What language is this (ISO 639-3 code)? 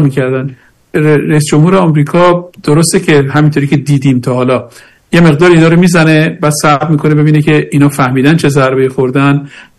fas